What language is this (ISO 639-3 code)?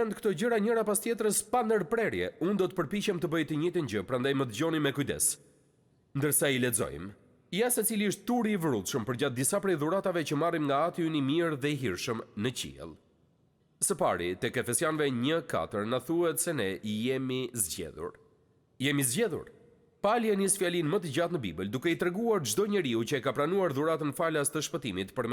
sqi